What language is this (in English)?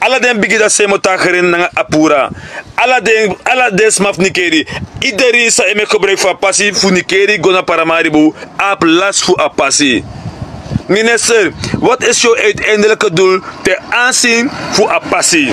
Sranan Tongo